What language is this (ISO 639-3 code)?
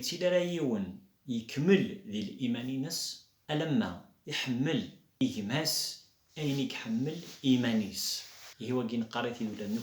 kab